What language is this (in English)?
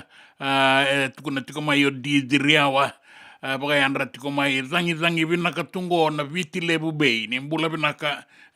Fijian